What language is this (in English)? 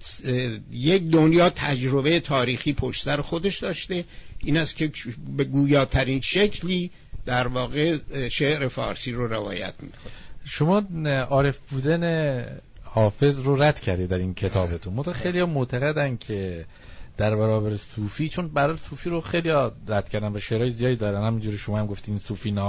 Persian